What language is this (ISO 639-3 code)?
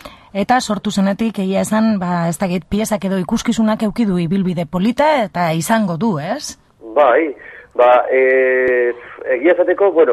eus